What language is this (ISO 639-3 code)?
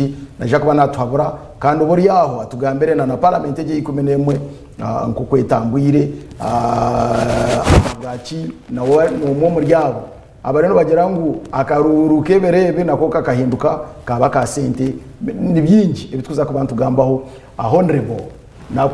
nyn